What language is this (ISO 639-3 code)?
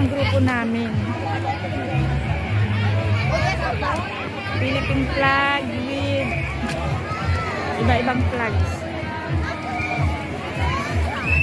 fil